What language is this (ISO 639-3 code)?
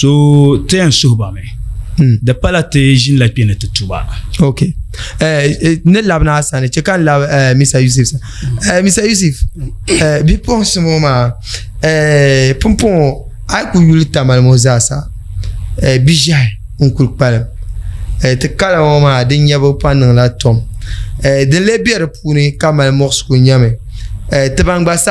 dag